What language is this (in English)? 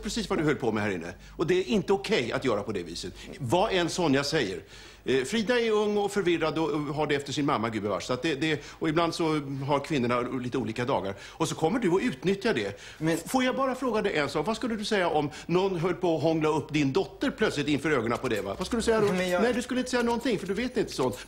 Swedish